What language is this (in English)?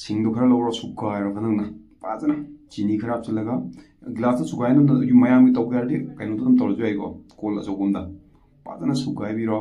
Manipuri